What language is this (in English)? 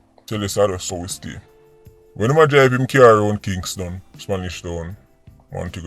Jamaican Creole English